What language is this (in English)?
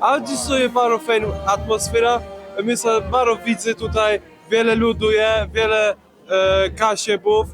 Kashubian